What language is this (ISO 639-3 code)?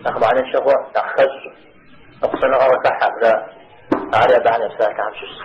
kbd